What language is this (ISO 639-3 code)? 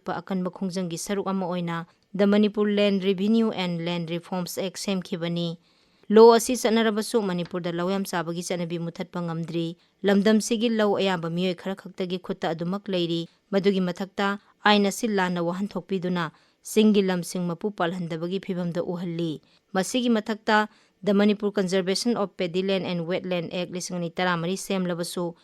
mni